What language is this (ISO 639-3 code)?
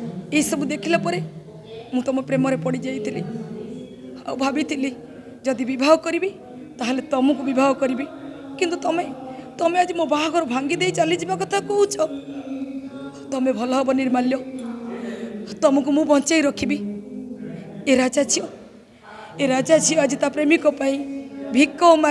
ori